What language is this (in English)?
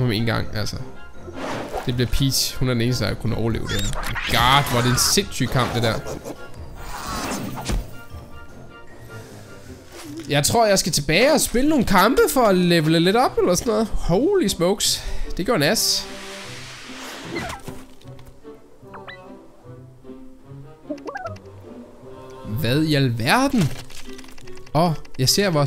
Danish